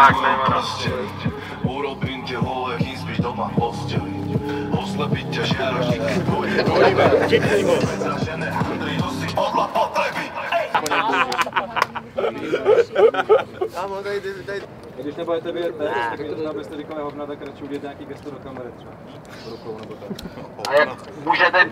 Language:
Slovak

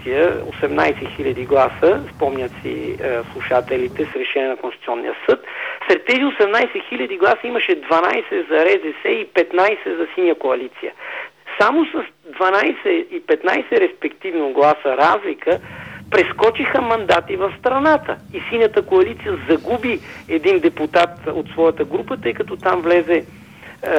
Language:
Bulgarian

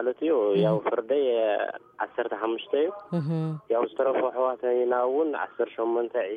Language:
Tigrinya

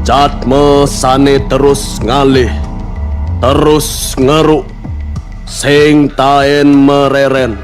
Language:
Balinese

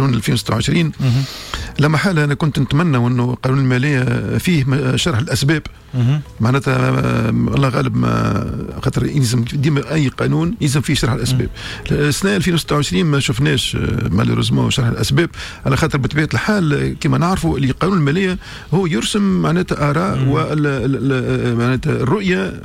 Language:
Tunisian Arabic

